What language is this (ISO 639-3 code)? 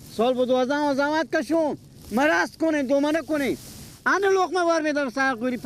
fas